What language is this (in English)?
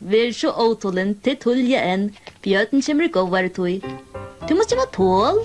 Faroese